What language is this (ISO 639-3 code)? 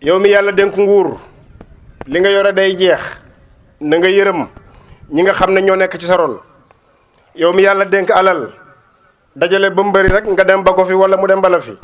wol